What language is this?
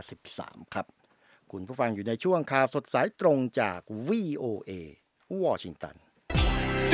Thai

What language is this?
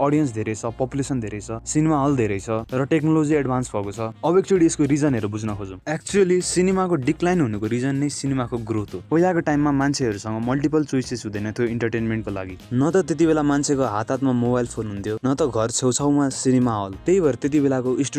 Nepali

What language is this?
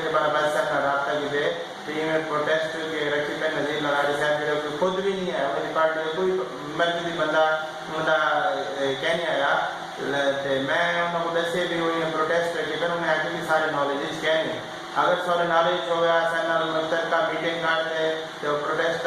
Saraiki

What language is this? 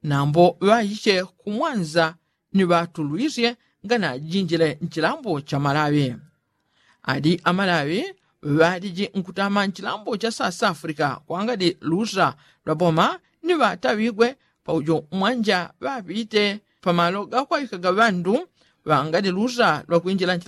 Yao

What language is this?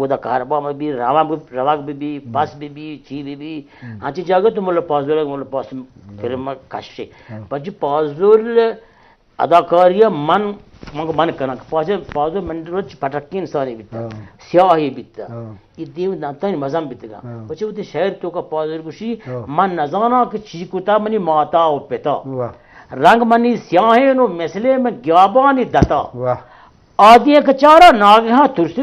Baluchi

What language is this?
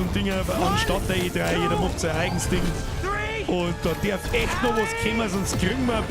Bavarian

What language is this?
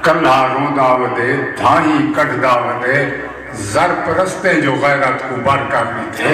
Saraiki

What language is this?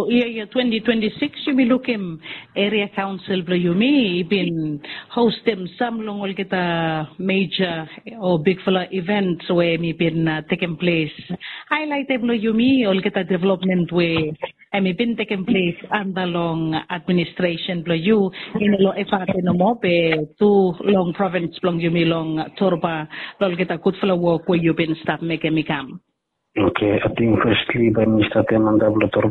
Bislama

